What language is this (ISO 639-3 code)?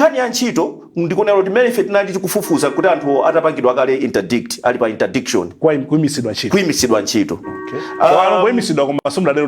nya